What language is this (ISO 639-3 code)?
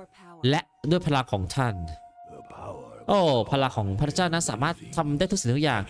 tha